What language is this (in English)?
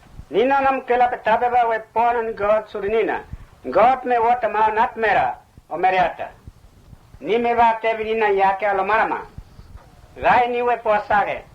Mota